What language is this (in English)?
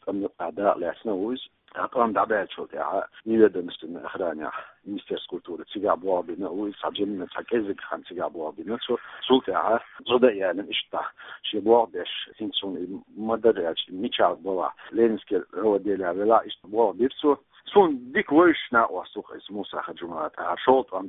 Chechen